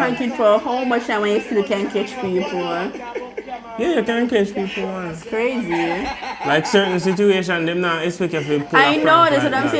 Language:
Jamaican Creole English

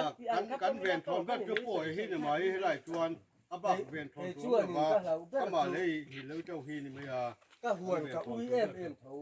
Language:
Mizo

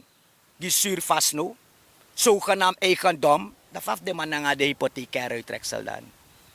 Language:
Sranan Tongo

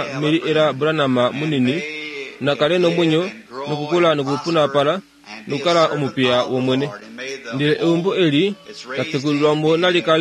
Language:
Kuanyama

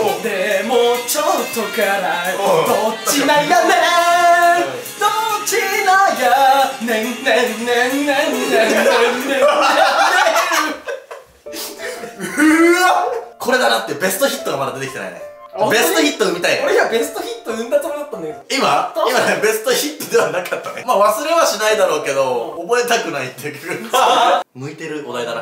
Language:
Japanese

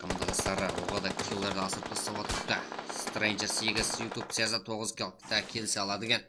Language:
Kara-Kalpak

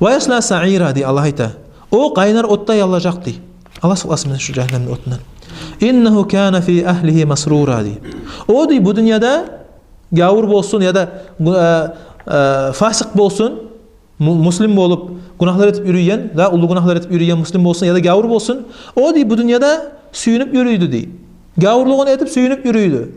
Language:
Kumyk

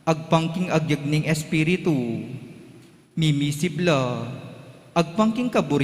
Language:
Pampanga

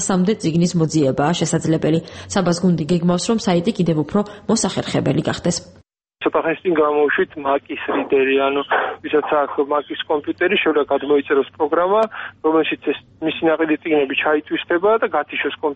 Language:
Georgian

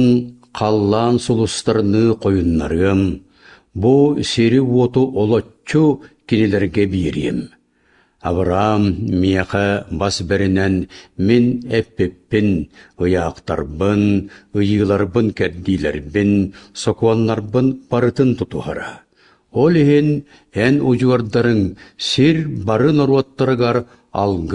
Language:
Yakut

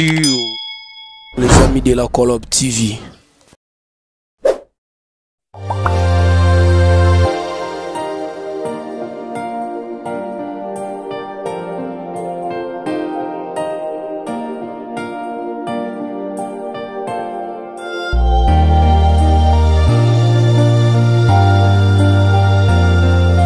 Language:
French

